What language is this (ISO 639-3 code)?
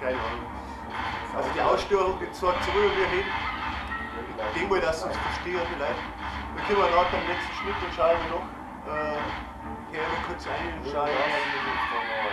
bar